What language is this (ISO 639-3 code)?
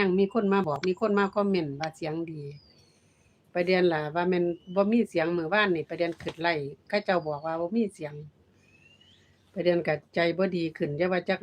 lao